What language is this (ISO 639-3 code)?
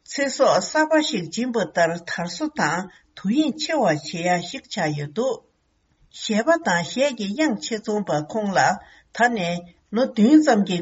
bod